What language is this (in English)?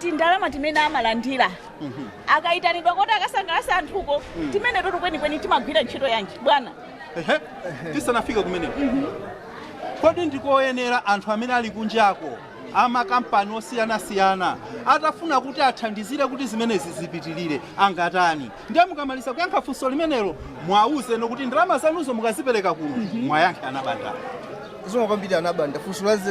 Nyanja